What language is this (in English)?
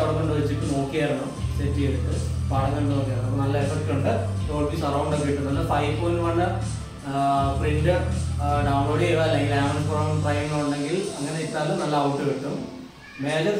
Malayalam